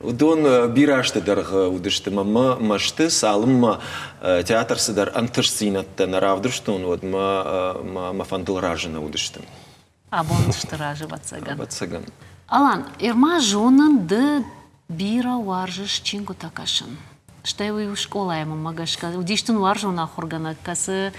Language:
Ossetic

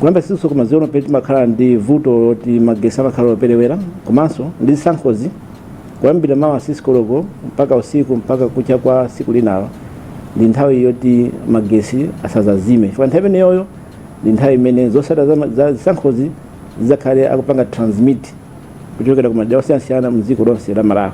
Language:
Nyanja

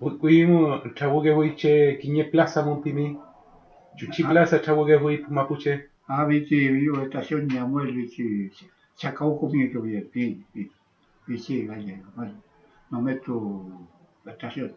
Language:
Mapuche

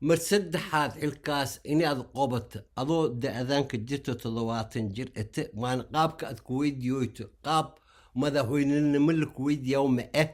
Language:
Somali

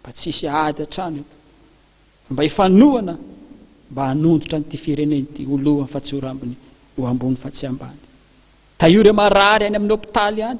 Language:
Malagasy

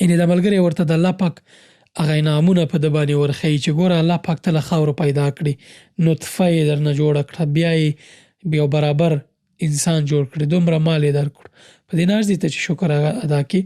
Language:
Pashto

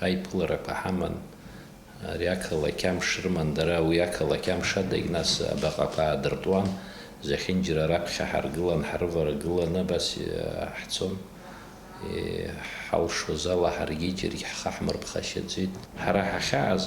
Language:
Abkhazian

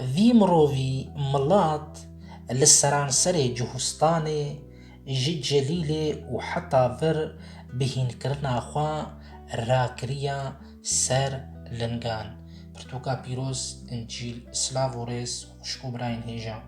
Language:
Kurdish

